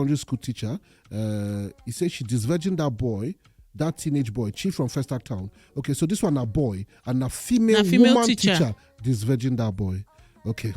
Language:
Nigerian Pidgin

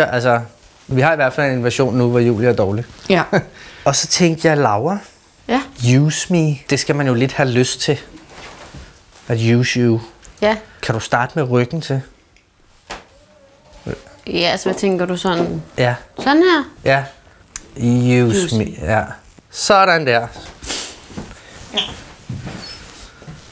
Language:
Danish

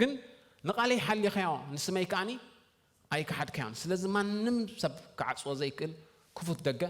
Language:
Tigrinya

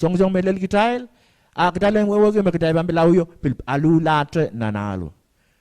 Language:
Pohnpeian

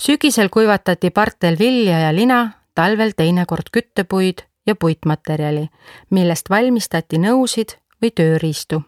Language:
Estonian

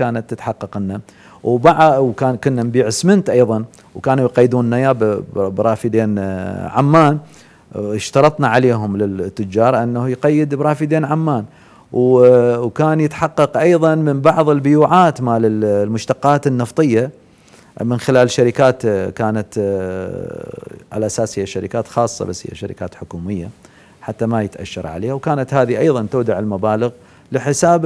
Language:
Mesopotamian Arabic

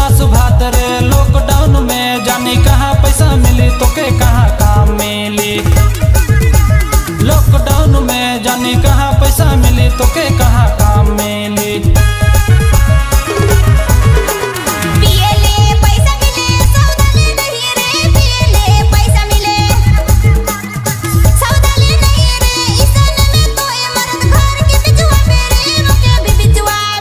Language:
Bhojpuri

